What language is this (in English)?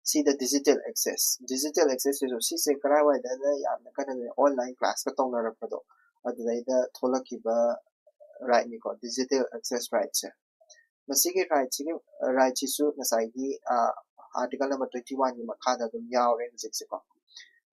Manipuri